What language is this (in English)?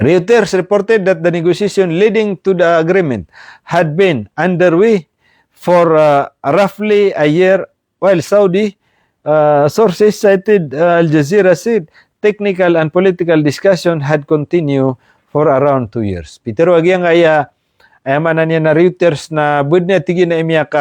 Maranao